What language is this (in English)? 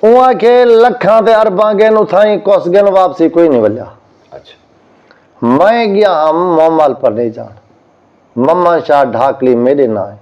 Saraiki